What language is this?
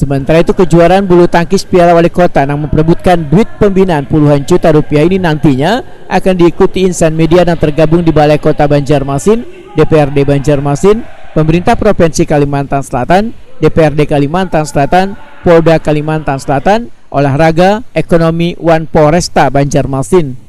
Banjar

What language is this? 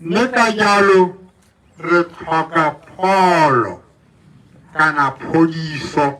Tswana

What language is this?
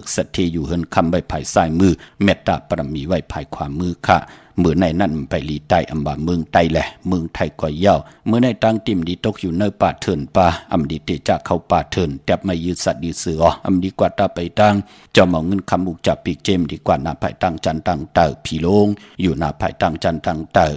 Shan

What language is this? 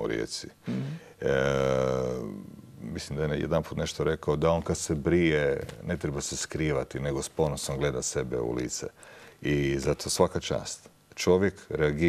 Croatian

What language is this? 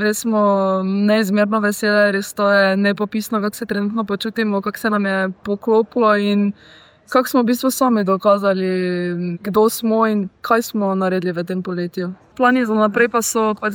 Slovenian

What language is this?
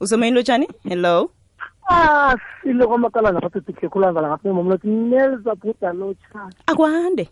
South Ndebele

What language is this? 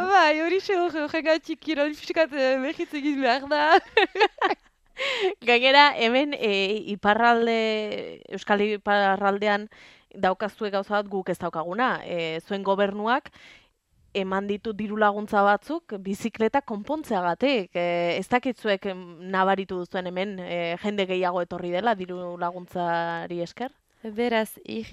Basque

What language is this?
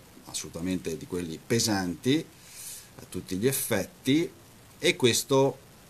Italian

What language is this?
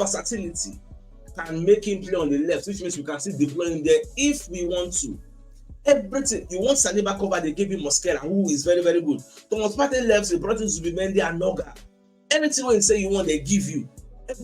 Nigerian Pidgin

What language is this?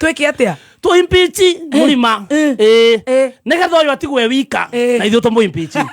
Kikuyu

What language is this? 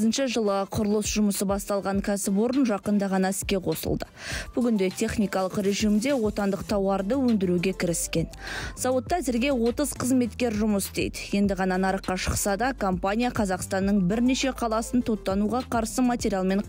Kazakh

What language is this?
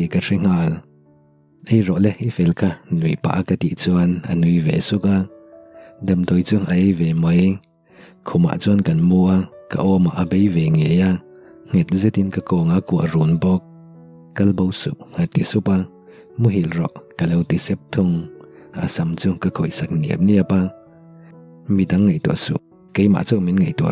Mizo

